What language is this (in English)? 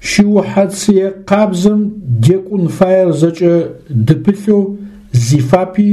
Adyghe